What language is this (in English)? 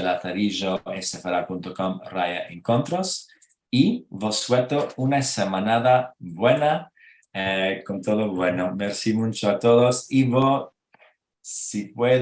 Ladino